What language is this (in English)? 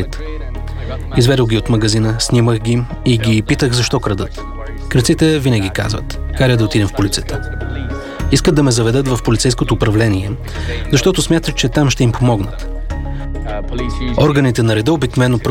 Bulgarian